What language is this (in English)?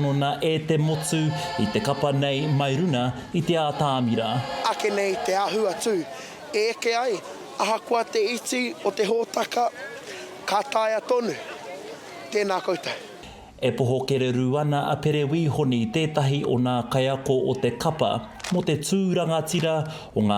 Māori